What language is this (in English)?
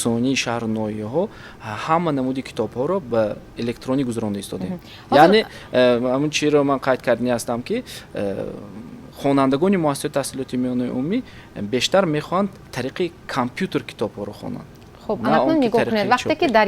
Tajik